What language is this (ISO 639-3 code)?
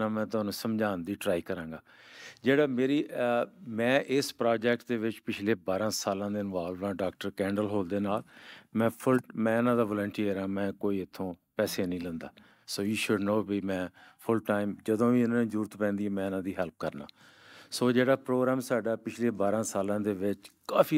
pan